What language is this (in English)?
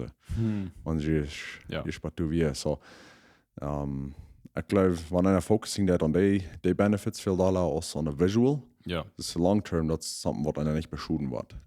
Plautdietsch